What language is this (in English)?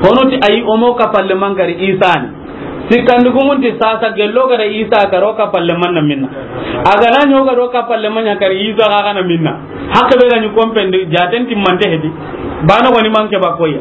Soninke